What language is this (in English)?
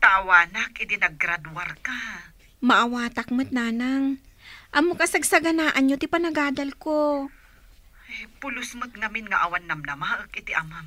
Iloko